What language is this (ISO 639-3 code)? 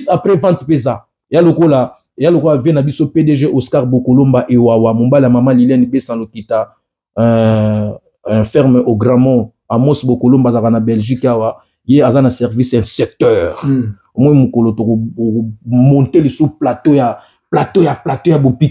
lin